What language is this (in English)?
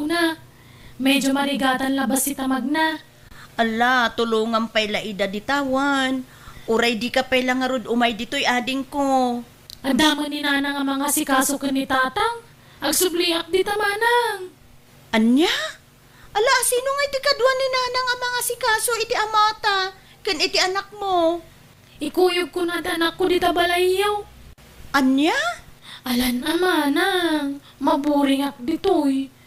Iloko